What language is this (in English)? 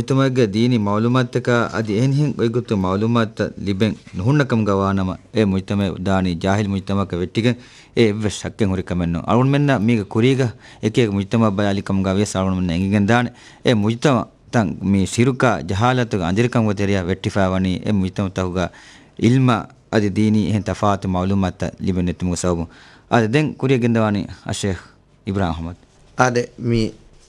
Divehi